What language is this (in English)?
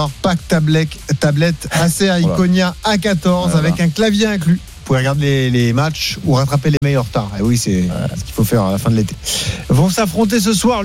French